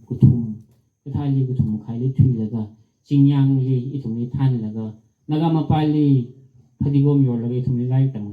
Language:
Tangkhul Naga (India)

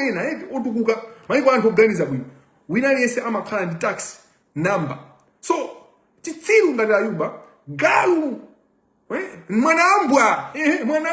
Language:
Nyanja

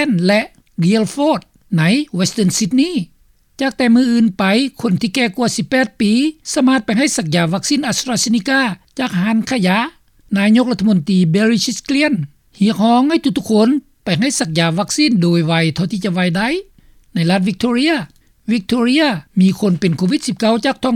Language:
Lao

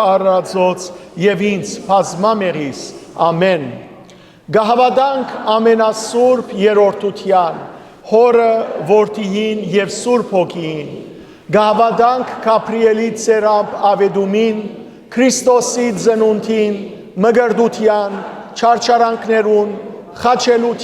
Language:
Western Armenian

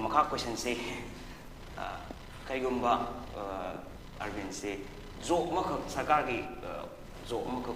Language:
Manipuri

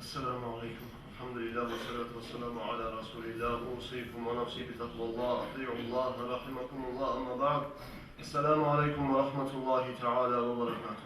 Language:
Kumyk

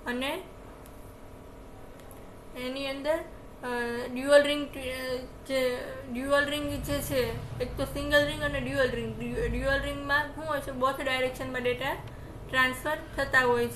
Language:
Gujarati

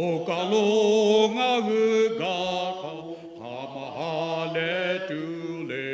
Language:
Lahu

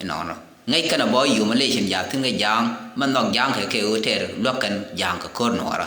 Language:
Nuer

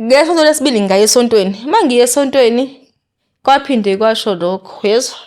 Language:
Zulu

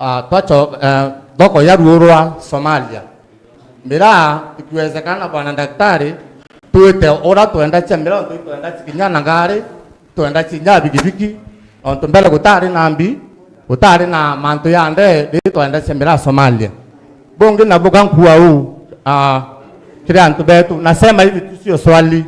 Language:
Meru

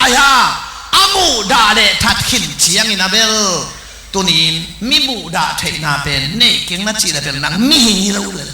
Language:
Tedim Chin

